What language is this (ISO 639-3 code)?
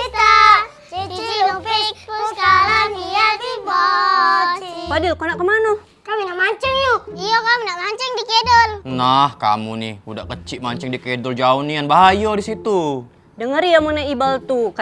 mui